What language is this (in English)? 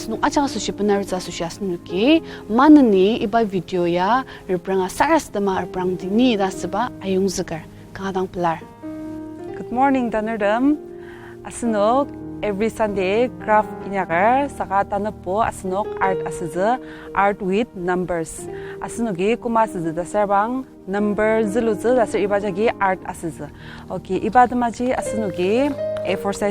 Ao Naga